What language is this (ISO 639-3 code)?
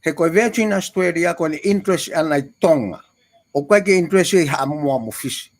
ton